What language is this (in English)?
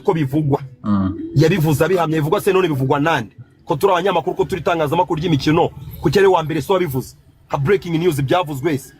Kinyarwanda